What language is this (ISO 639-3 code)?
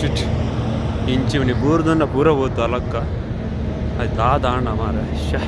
tcy